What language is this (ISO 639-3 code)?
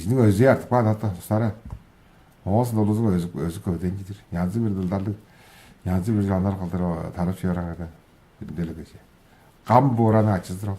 tyv